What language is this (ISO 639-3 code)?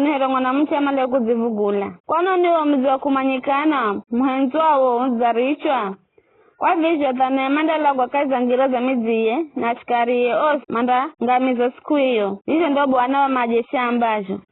nyf